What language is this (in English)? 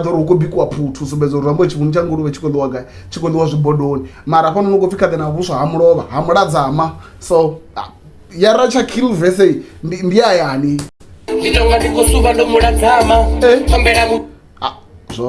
Venda